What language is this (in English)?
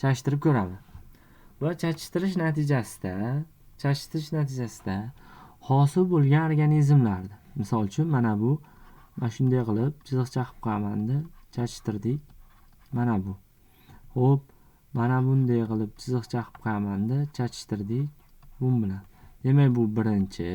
Uzbek